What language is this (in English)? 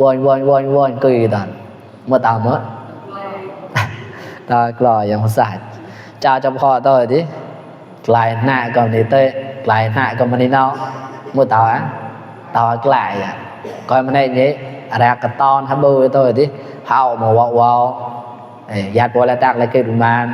Mon